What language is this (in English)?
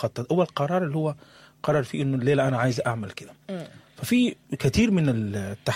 Sudanese Arabic